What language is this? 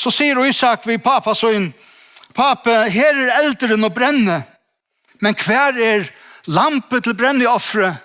Faroese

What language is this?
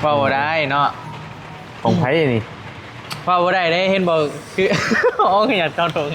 Northeastern Thai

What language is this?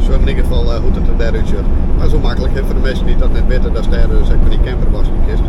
Western Frisian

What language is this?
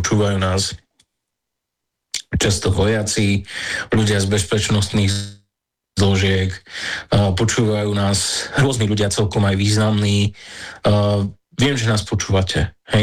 Slovak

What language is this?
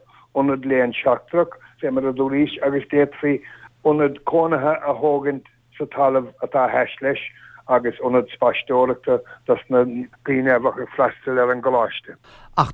Irish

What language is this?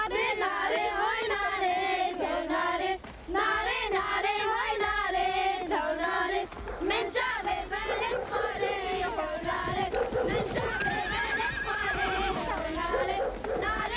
Kurdish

